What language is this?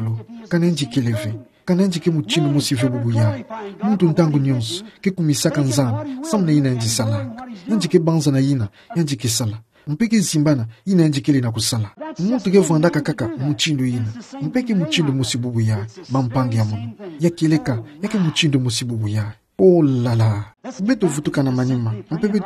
Kituba (Democratic Republic of Congo)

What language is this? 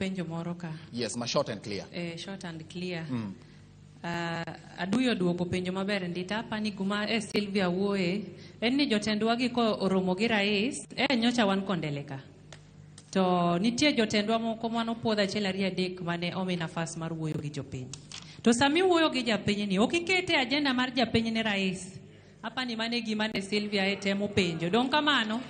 Luo (Kenya and Tanzania)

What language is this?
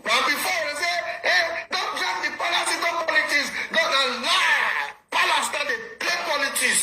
Nigerian Pidgin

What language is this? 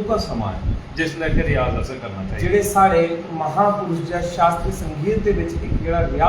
Dogri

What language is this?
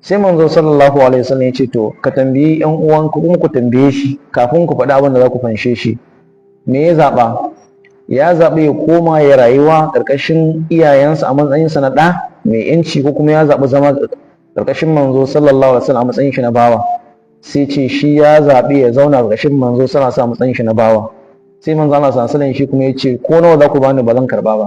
Hausa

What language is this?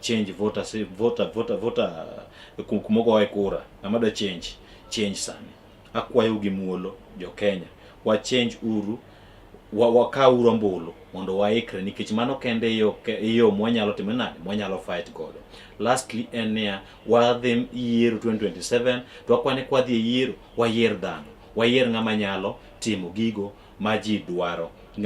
Luo (Kenya and Tanzania)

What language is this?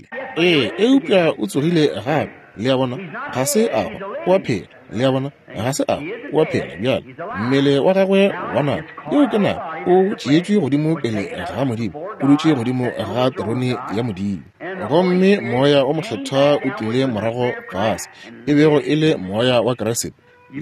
Northern Sotho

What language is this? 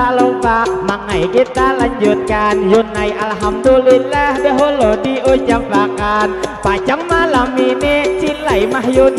Banjar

